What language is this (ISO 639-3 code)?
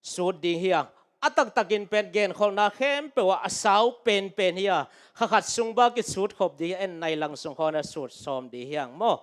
ctd